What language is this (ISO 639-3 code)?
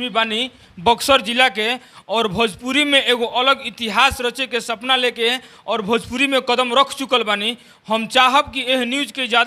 bho